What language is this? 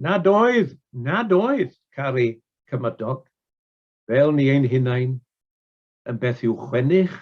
Welsh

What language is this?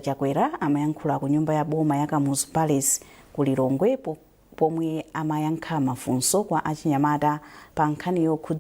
Nyanja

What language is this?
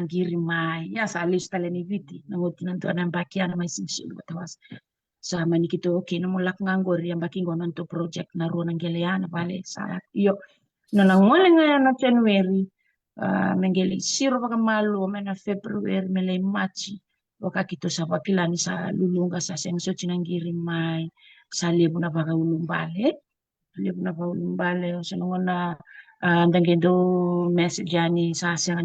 Fijian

